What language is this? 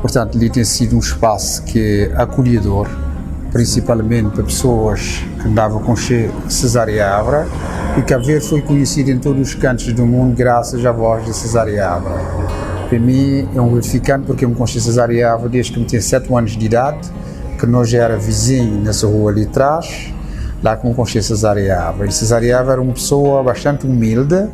Kabuverdianu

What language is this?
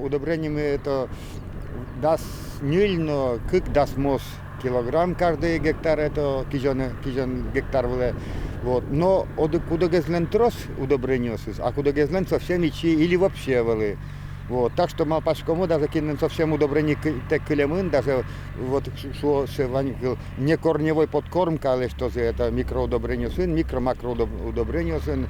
Udmurt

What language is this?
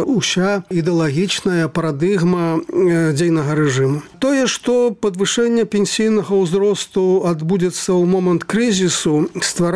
Belarusian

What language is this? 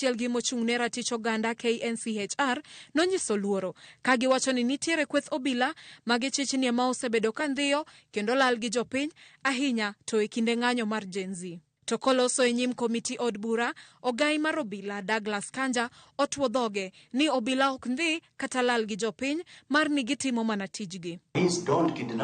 Luo (Kenya and Tanzania)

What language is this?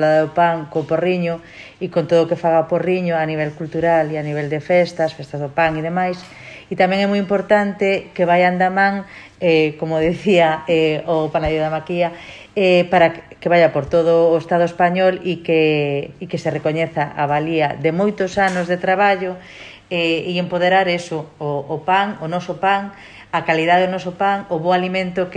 Galician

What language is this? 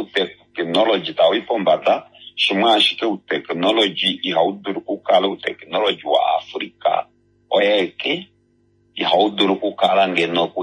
Kuanyama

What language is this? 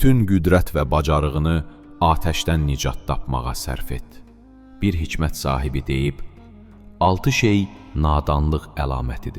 Azerbaijani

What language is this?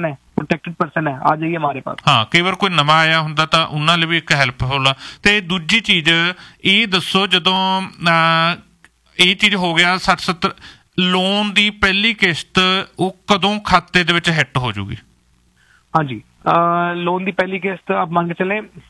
Punjabi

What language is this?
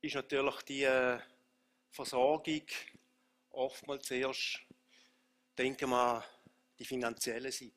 Swiss German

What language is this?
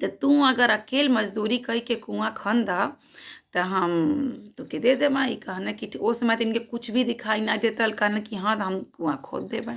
Bhojpuri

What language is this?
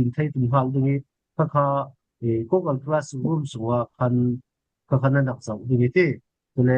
Falam Chin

